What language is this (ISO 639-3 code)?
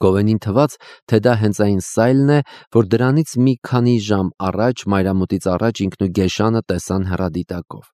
hye